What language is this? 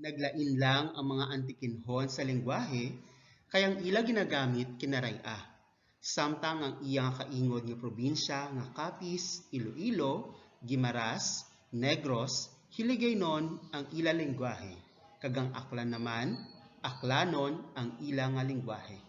Hiligaynon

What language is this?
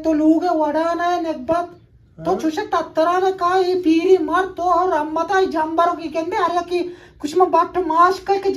Eastern Balochi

